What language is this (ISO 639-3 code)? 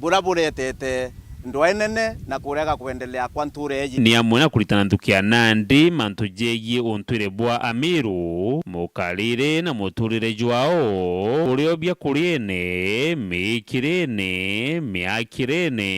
mer